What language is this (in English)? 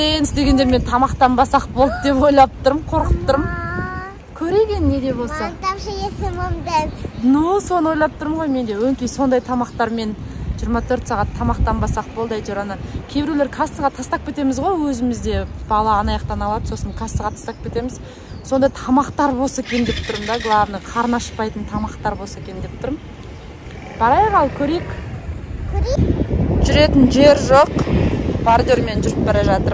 Kazakh